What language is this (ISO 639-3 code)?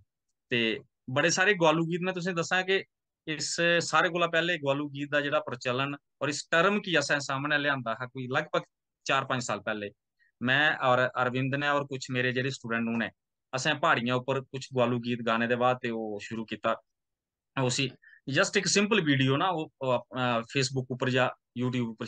doi